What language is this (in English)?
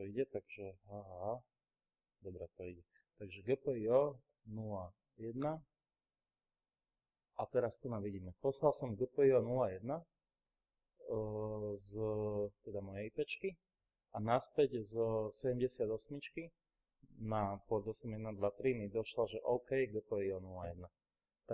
Slovak